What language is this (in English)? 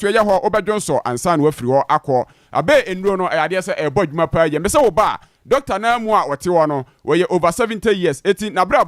Akan